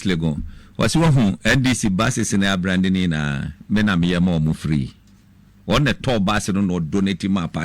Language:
Akan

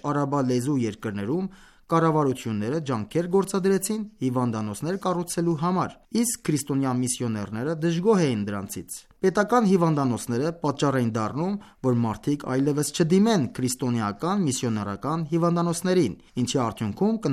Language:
Armenian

